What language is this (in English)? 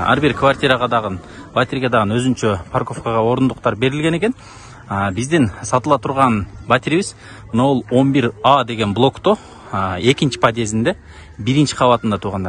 Kyrgyz